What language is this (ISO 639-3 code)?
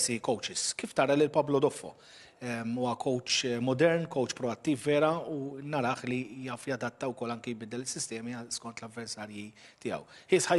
mlt